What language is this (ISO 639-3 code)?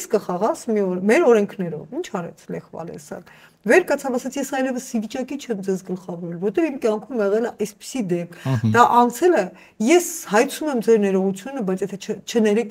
hye